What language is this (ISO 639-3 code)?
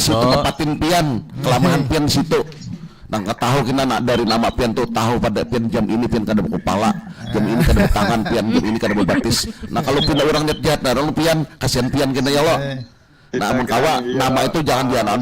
bjn